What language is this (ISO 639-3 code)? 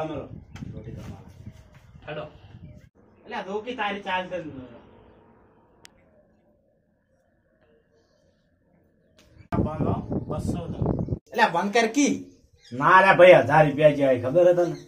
guj